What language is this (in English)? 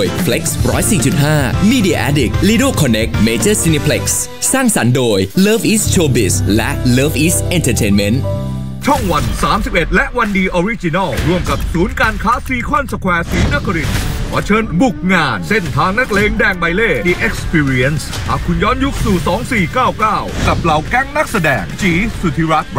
Thai